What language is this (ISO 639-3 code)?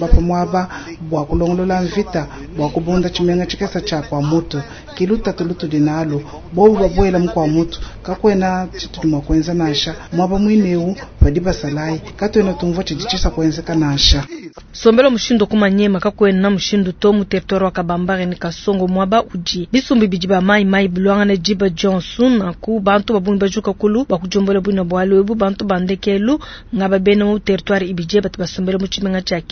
lua